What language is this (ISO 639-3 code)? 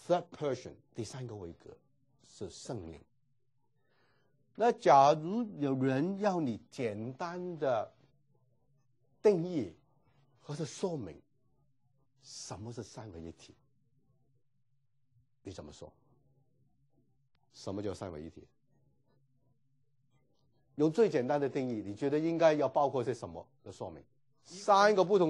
zho